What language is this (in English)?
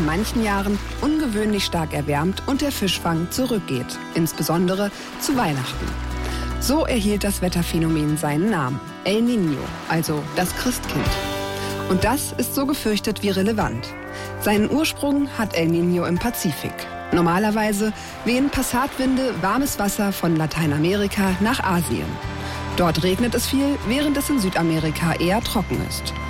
German